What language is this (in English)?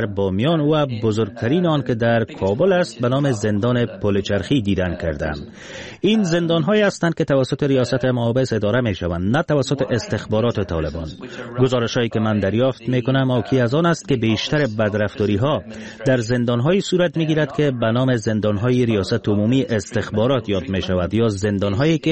Persian